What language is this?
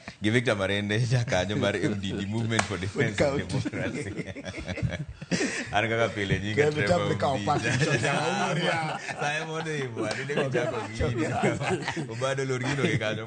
Luo (Kenya and Tanzania)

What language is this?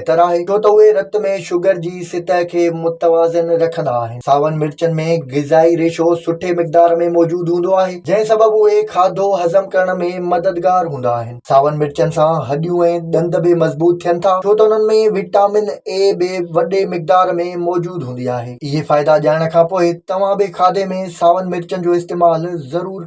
Sindhi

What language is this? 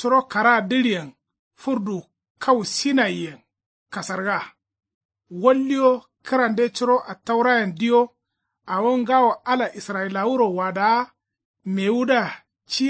Kanuri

